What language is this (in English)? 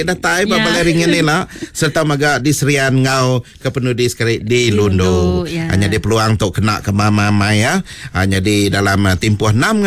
Iban